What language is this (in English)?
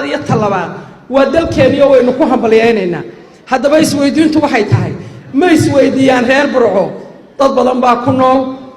Somali